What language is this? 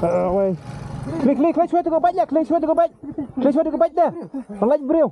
Khasi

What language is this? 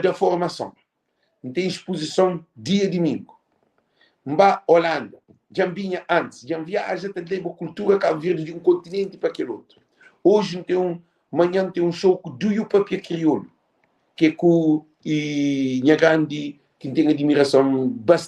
Kabuverdianu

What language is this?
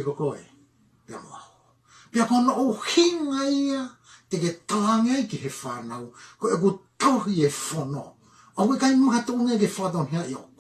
Tongan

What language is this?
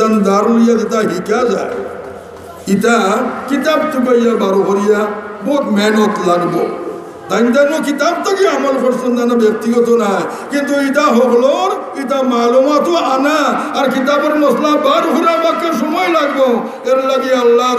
Sylheti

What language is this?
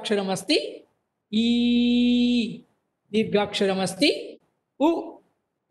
Sanskrit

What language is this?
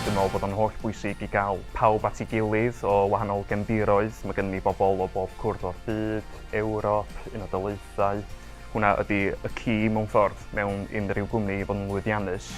Welsh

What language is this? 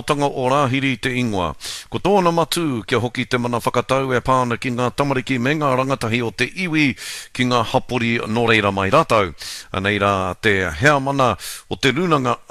Māori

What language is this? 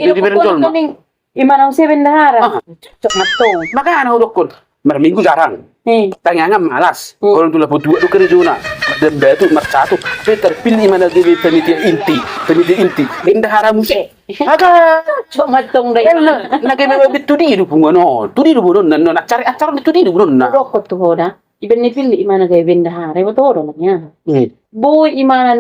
Batak Toba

